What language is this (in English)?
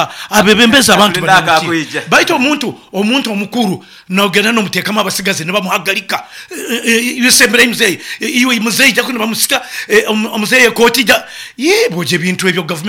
Nyoro